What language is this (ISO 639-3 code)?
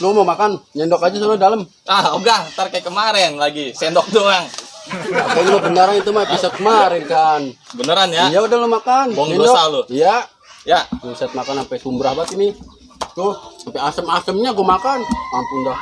bew